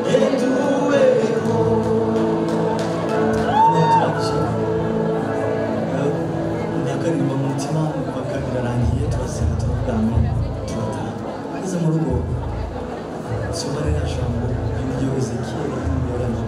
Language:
Kinyarwanda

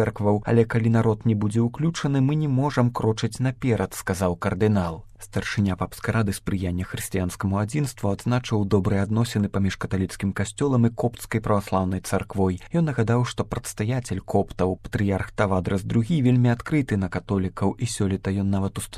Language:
Belarusian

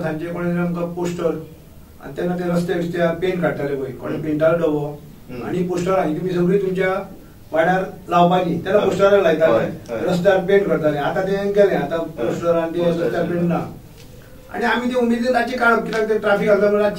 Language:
Konkani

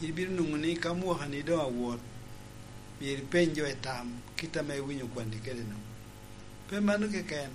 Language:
Lango (Uganda)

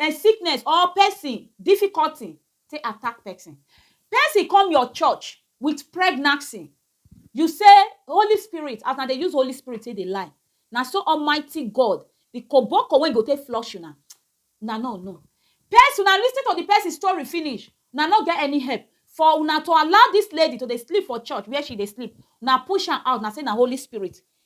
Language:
Nigerian Pidgin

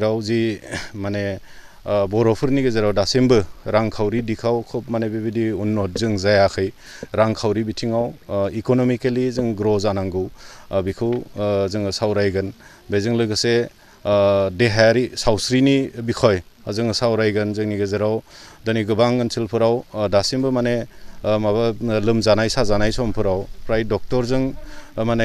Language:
Bodo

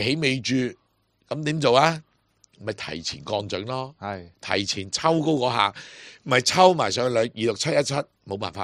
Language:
Cantonese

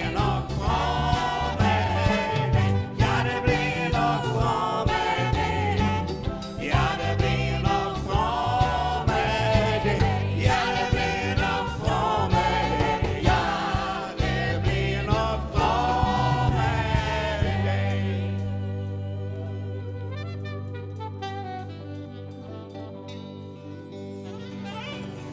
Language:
Swedish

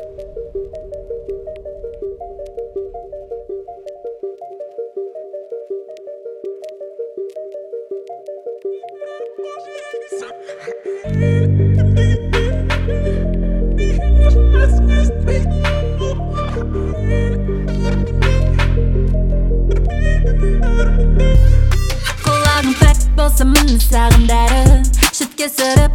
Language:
Kazakh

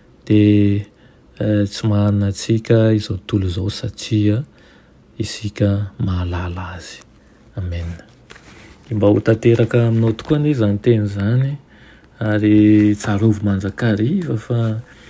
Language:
Malagasy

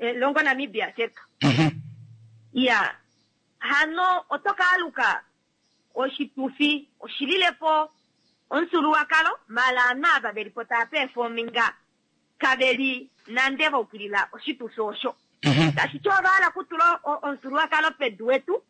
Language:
Kuanyama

